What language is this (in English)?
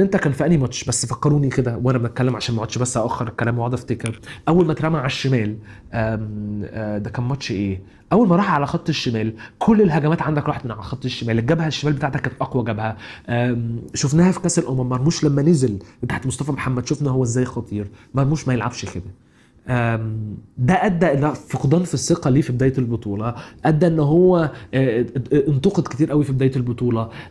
Egyptian Arabic